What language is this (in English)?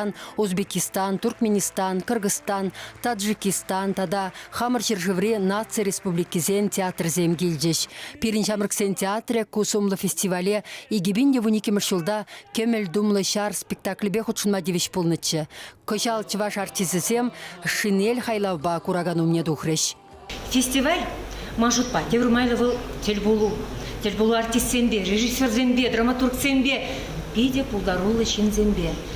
Chuvash